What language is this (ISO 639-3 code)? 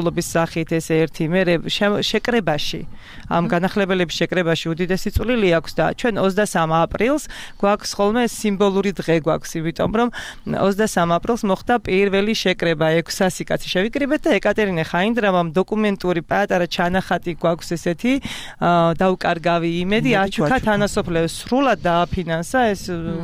kat